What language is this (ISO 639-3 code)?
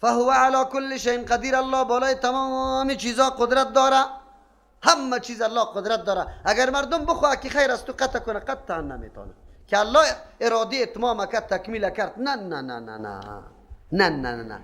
fas